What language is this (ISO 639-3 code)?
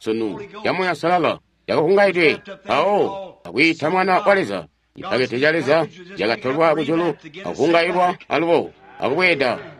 toi